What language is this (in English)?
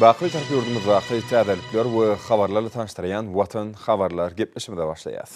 Turkmen